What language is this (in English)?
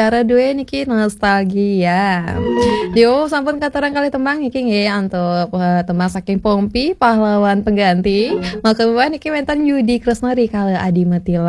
Balinese